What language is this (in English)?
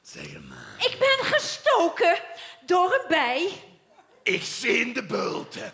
Limburgish